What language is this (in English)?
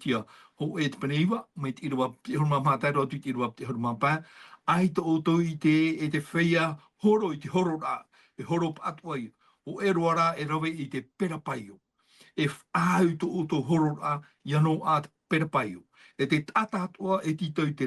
Tahitian